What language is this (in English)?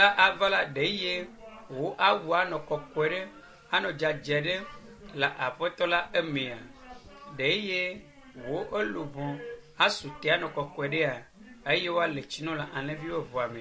Ewe